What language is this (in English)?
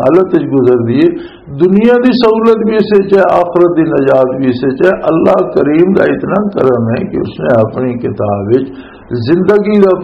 Western Panjabi